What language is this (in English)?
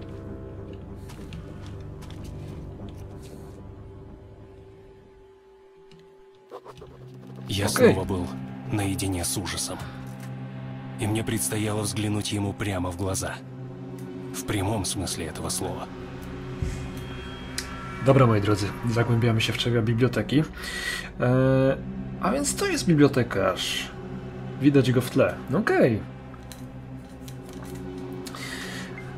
Polish